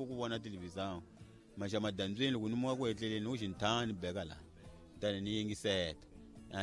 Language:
Tsonga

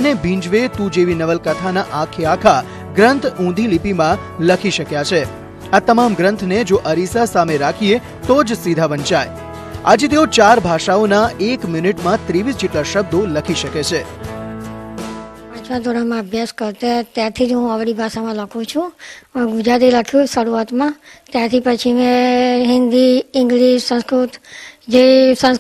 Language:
Gujarati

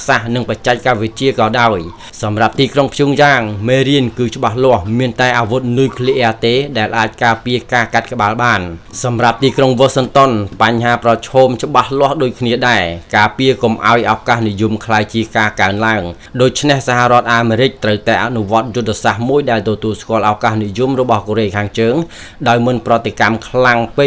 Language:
Khmer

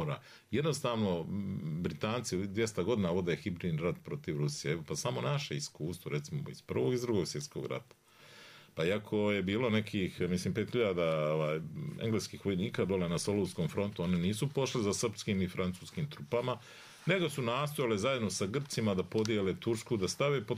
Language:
Bosnian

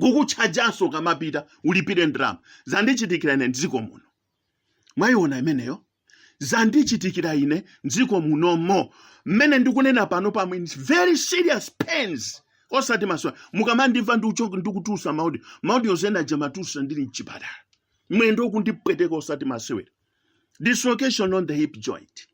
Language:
Nyanja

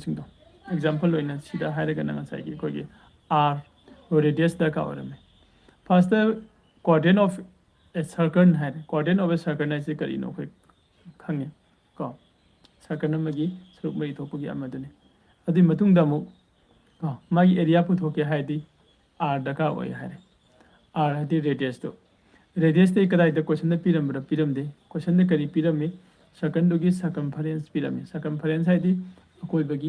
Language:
Manipuri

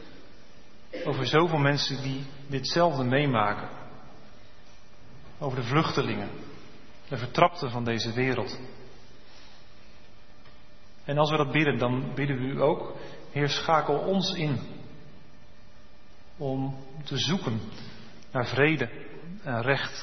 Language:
Dutch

